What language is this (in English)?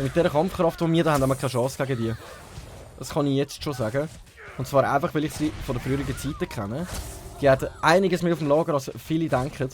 Swiss German